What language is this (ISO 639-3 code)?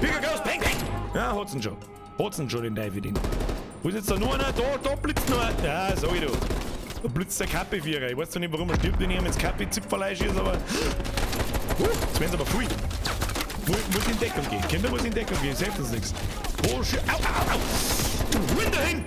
bar